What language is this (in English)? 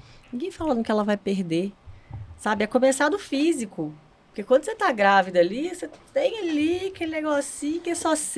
Portuguese